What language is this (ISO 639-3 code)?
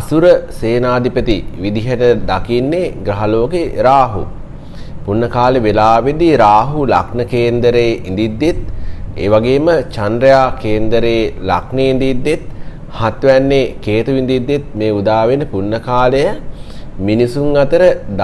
sin